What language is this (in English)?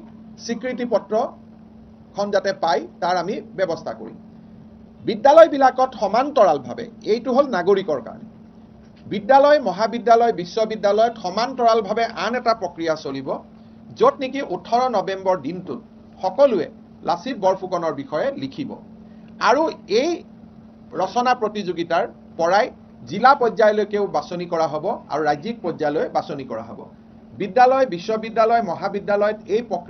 Assamese